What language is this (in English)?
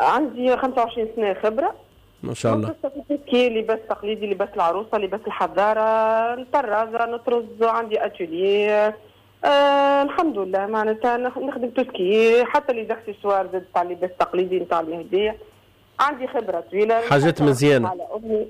Tunisian Arabic